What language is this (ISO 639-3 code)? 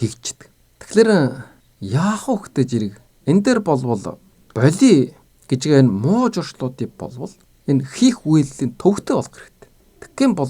mon